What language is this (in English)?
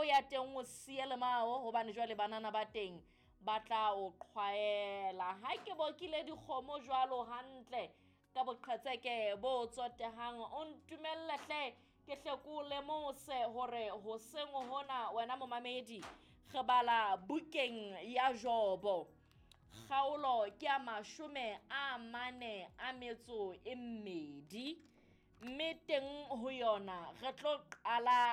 Southern Sotho